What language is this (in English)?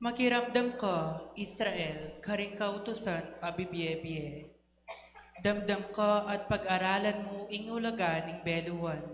Pampanga